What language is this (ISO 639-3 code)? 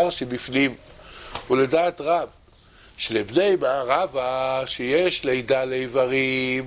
heb